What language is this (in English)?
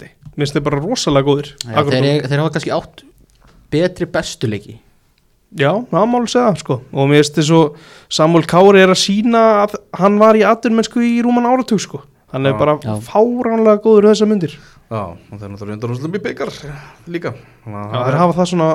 Icelandic